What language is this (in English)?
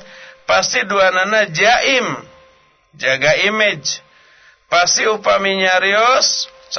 Sundanese